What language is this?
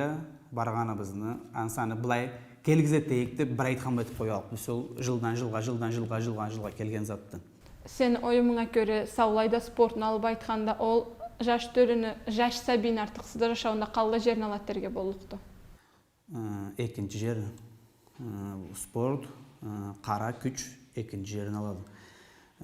Karachay-Balkar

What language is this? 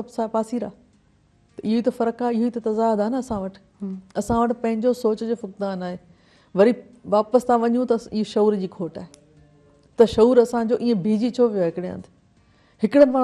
Sindhi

